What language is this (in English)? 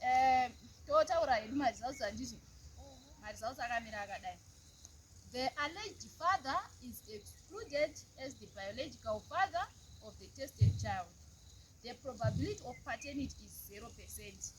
Shona